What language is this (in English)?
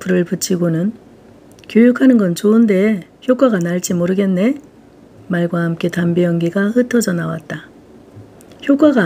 Korean